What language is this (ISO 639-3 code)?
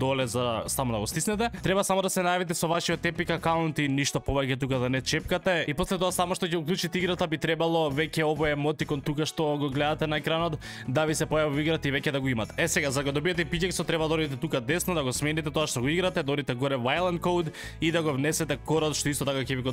mkd